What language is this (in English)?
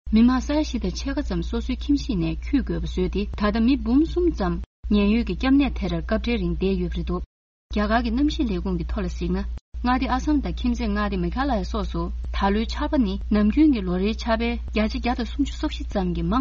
Tibetan